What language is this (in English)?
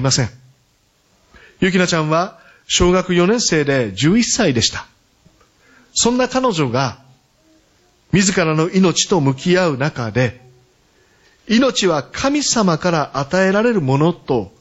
Japanese